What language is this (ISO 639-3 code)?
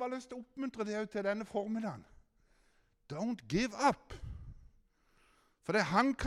nor